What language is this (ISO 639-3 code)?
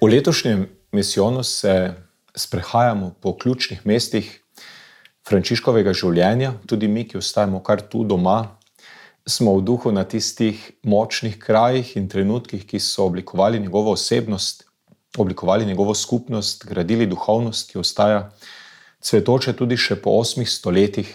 slv